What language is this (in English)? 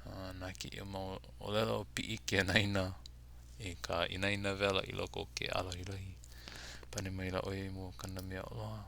Hawaiian